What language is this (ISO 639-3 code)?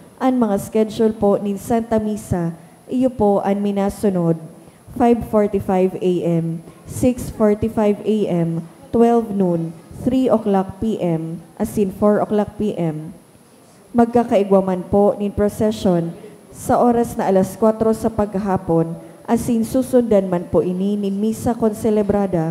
bik